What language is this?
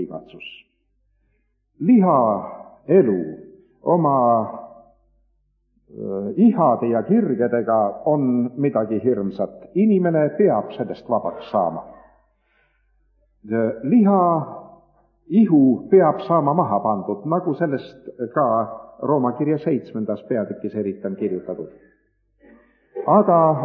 Estonian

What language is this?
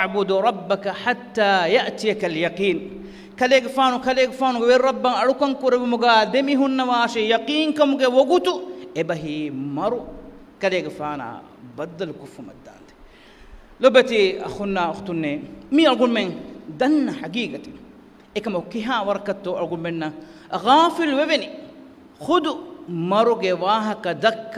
Divehi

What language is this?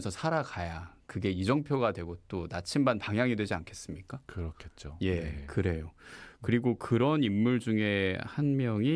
Korean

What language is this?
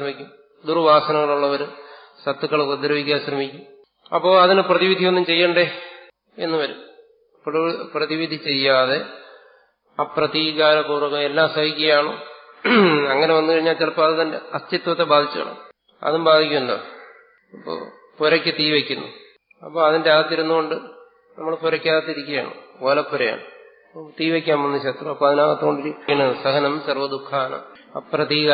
Malayalam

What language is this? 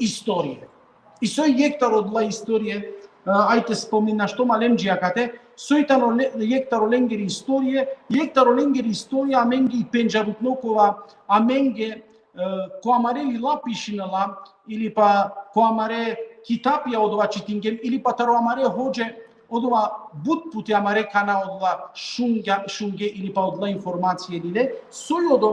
Balkan Romani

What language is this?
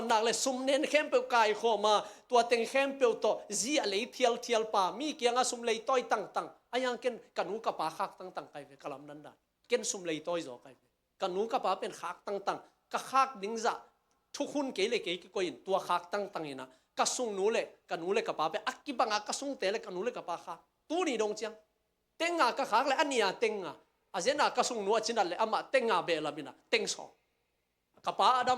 Tedim Chin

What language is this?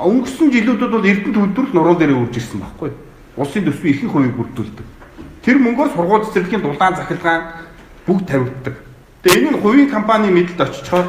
Mongolian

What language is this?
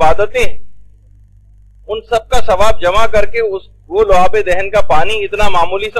Urdu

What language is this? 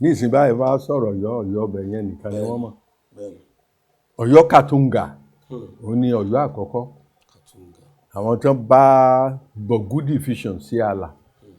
Yoruba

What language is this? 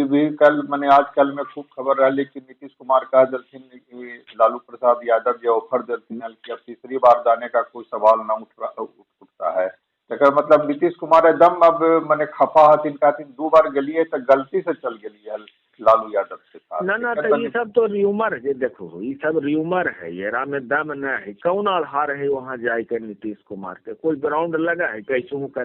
Magahi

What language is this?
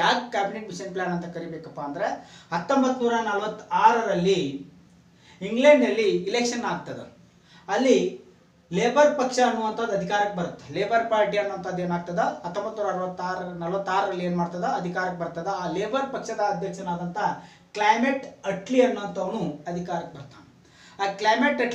Kannada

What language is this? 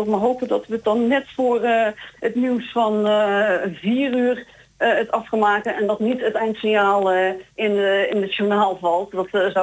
Dutch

